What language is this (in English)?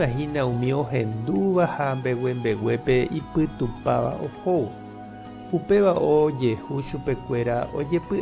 Guarani